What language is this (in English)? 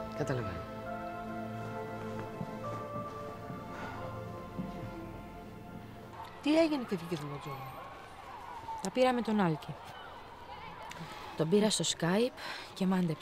Greek